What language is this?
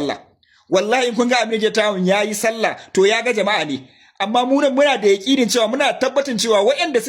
Hausa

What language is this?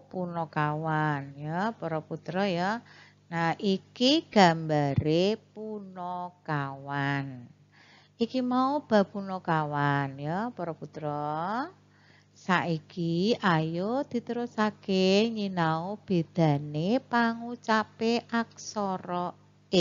Javanese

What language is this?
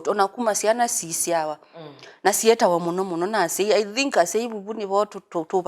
Kamba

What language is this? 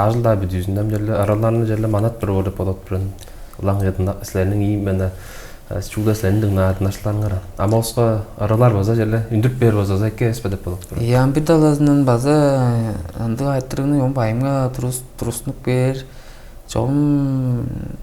Tuvinian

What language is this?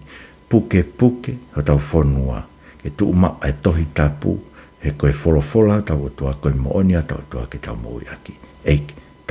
Tongan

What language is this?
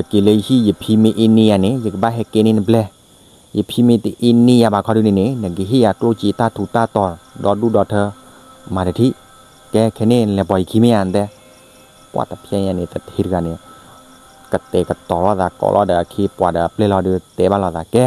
S'gaw Karen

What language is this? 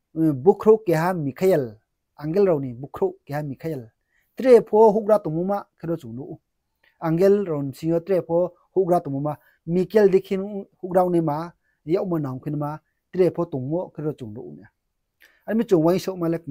Riang (India)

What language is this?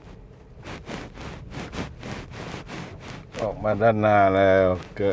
Lao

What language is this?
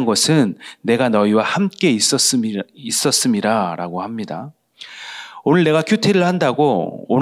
Korean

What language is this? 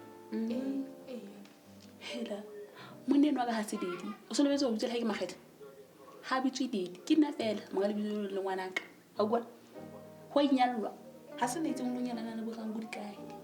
Southern Sotho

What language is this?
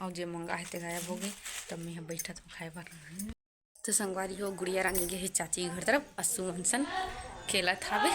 Chhattisgarhi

